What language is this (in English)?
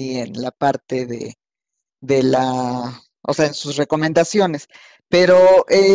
Spanish